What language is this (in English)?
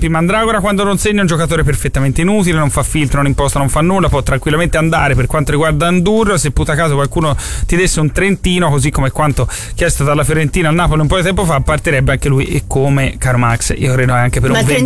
Italian